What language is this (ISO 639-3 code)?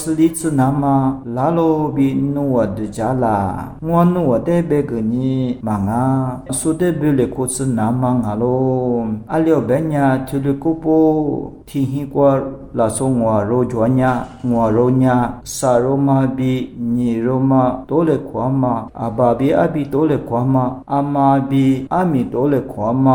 lis